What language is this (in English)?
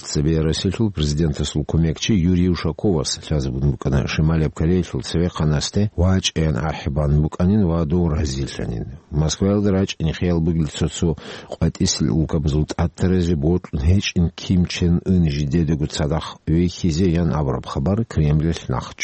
Avaric